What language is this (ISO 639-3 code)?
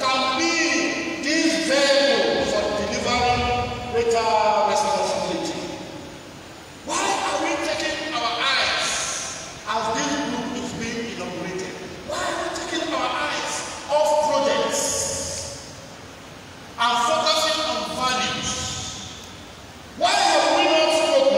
eng